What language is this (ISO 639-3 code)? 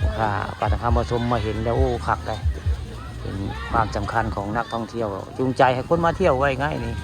tts